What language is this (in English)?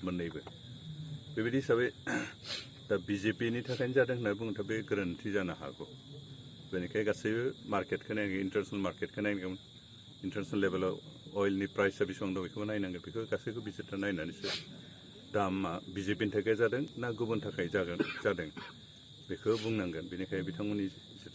Bodo